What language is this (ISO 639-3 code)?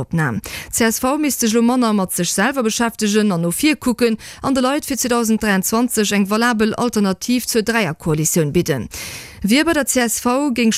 ltz